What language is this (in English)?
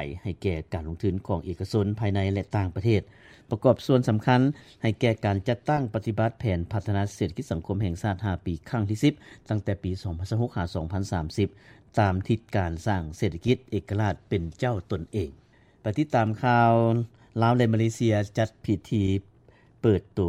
Lao